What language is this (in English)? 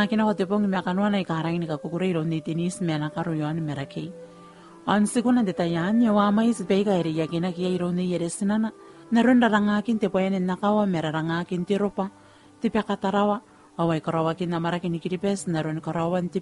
Gilbertese